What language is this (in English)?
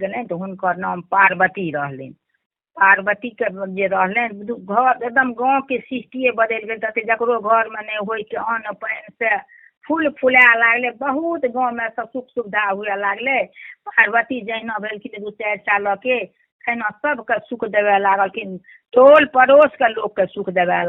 Maithili